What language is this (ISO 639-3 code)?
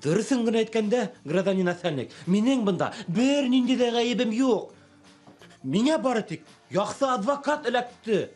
bak